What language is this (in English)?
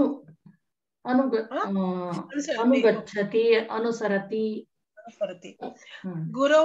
Sanskrit